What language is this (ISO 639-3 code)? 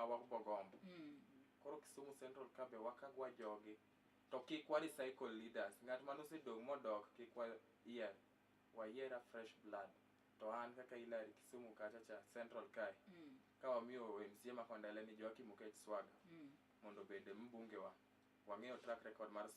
luo